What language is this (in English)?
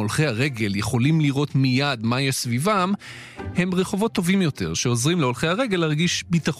Hebrew